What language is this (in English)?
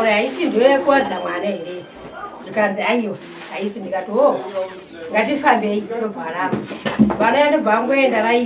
Shona